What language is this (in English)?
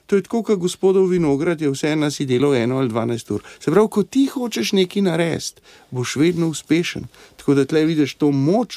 Slovenian